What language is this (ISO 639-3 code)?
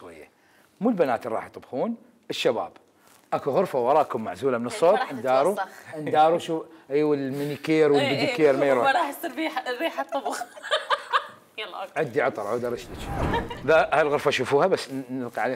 acm